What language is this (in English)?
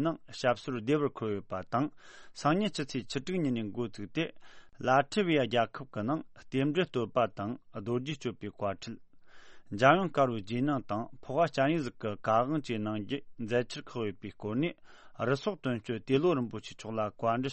Tibetan